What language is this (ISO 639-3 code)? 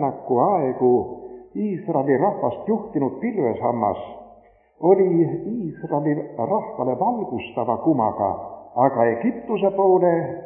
est